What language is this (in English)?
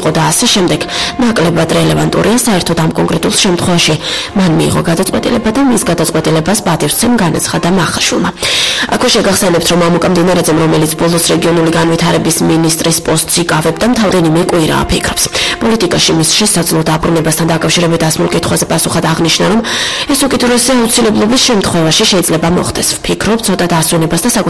Georgian